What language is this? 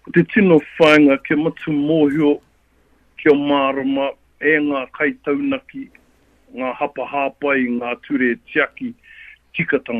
Māori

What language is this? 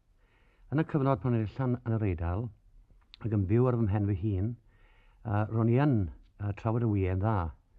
Welsh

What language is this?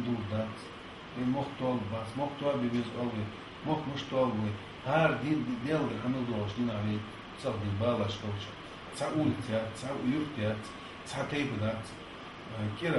Ingush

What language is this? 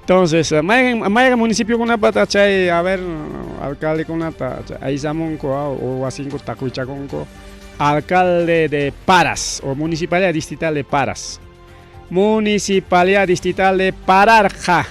Ayacucho Quechua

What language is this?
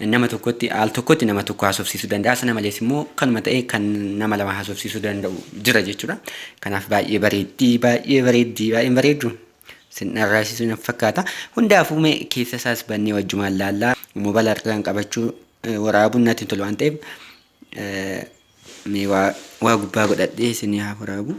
Oromo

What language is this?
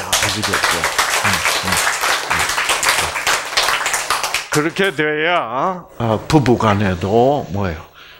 Korean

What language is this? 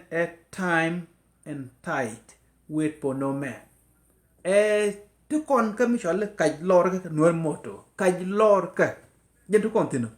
Nuer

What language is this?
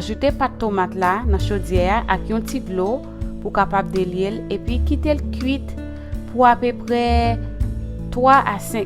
Haitian Creole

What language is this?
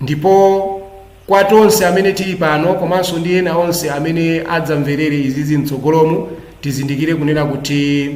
Nyanja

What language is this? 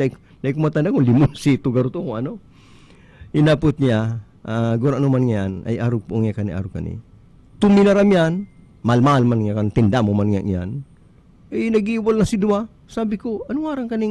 Bikol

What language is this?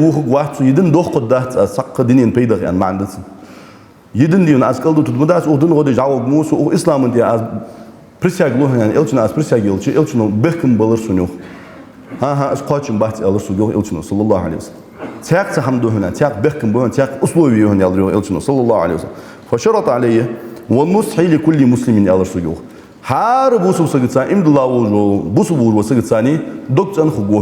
Ingush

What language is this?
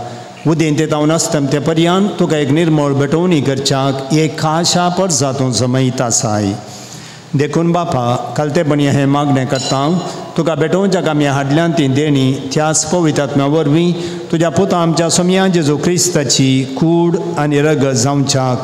Konkani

